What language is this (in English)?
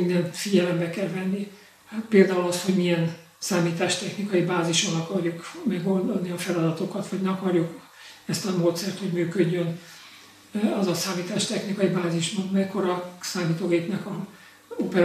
Hungarian